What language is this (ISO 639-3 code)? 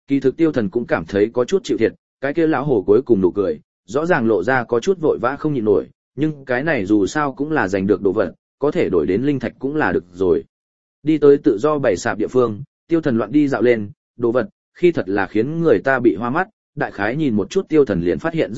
vie